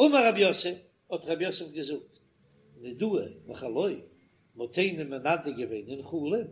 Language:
Yiddish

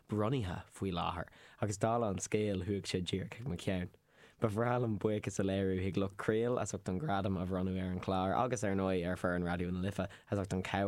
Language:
Irish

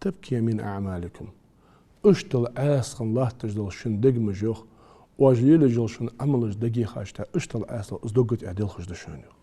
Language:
Ingush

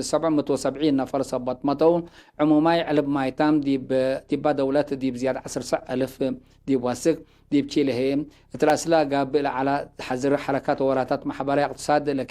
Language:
Tigre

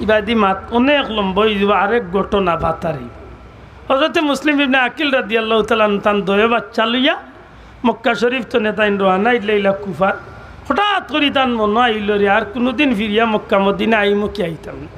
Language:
Sylheti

